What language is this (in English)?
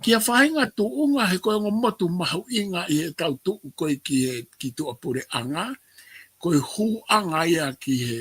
Tongan